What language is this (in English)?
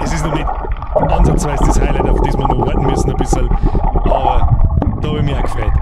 Bavarian